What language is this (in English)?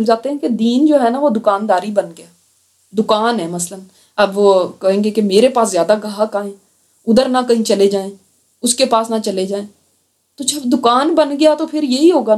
Urdu